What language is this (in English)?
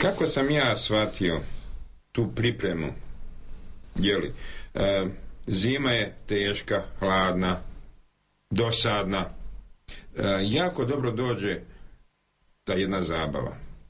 Croatian